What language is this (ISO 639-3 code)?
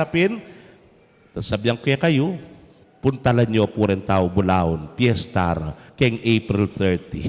pam